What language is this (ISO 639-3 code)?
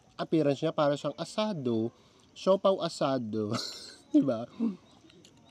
fil